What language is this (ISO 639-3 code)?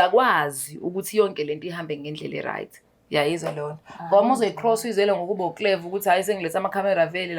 zul